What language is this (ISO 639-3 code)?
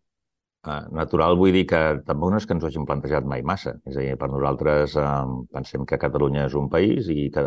cat